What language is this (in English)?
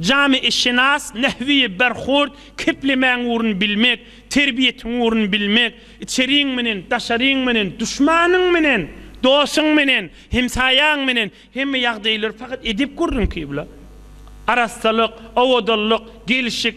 Turkmen